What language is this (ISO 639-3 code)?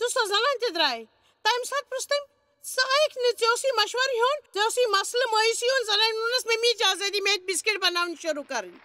kas